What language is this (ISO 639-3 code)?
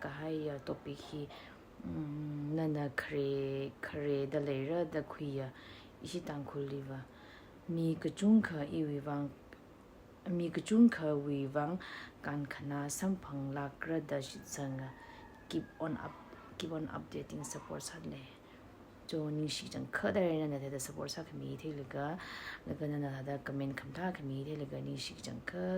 nmf